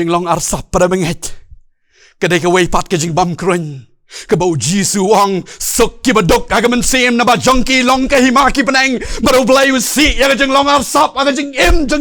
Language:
Khasi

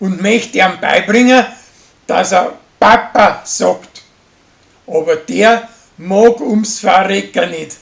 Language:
Bavarian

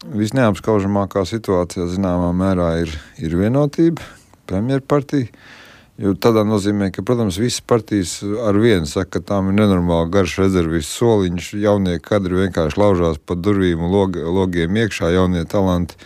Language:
Latvian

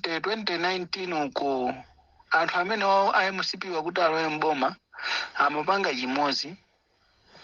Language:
Nyanja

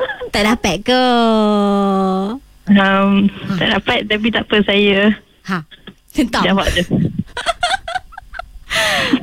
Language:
Malay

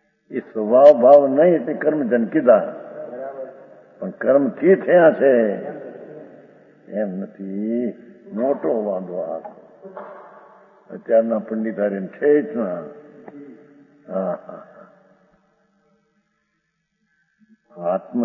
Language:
Gujarati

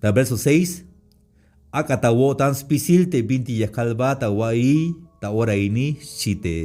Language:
Tzeltal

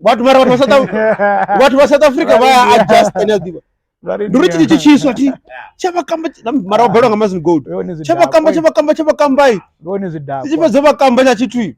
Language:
Venda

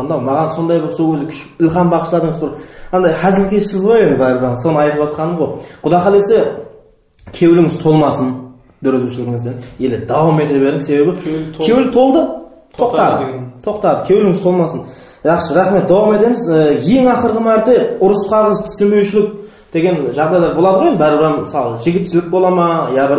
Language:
Kara-Kalpak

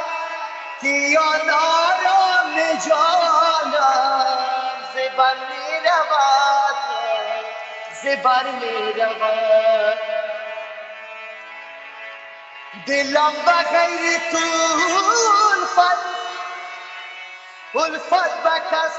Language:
Persian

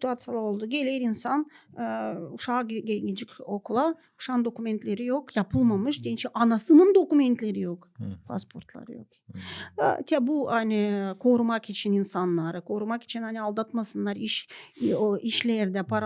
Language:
Gagauz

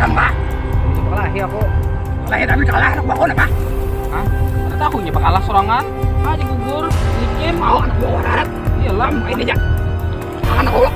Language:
Banjar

